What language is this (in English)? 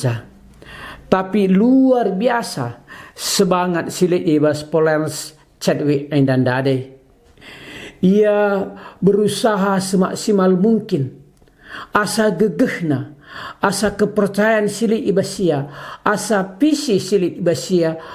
Batak Karo